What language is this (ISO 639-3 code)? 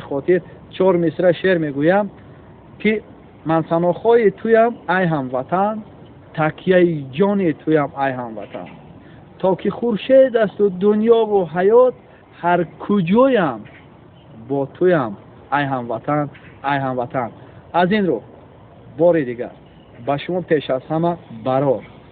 tgk